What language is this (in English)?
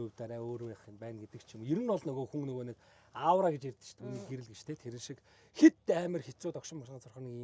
Mongolian